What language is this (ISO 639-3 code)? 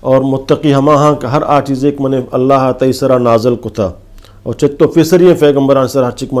bgp